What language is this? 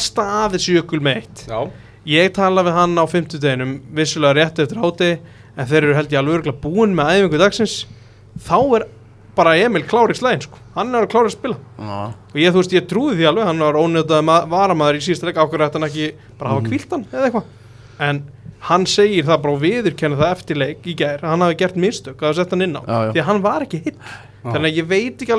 Icelandic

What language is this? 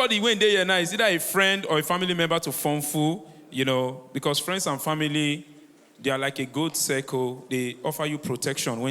Nigerian Pidgin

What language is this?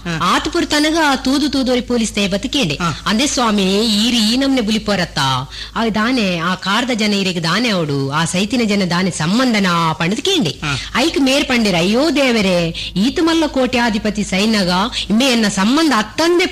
Tulu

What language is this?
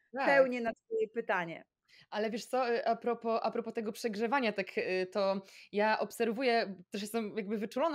Polish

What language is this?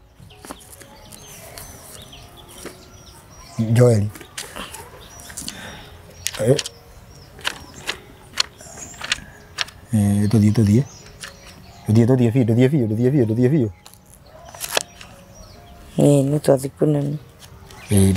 Kikuyu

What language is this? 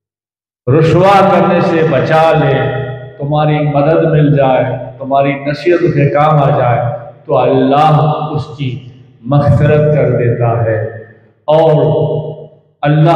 Urdu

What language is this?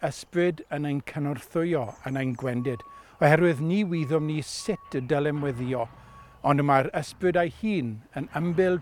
Welsh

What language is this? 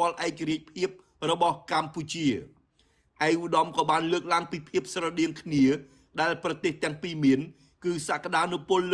Khmer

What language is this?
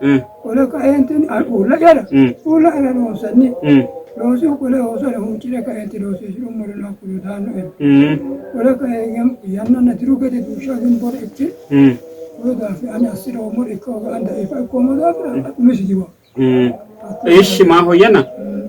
Sidamo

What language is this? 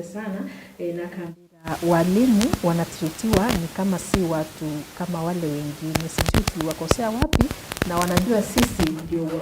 Meru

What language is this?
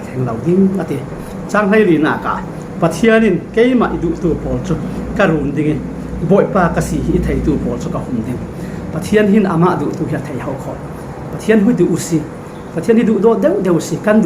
Falam Chin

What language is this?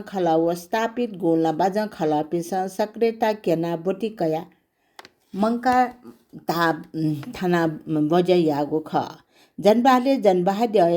Newari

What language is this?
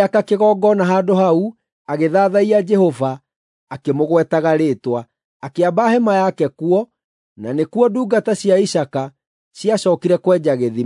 Kikuyu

